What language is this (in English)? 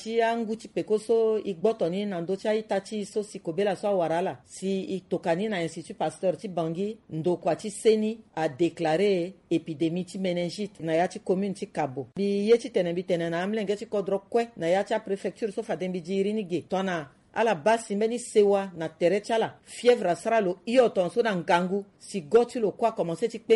Sango